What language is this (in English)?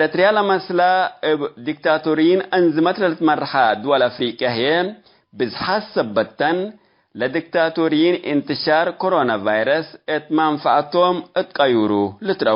Tigre